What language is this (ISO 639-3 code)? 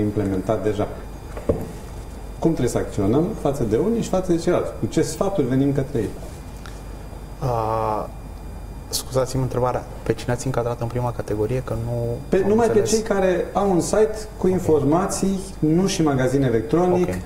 ron